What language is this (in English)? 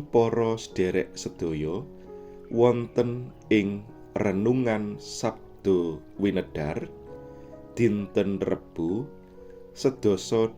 Javanese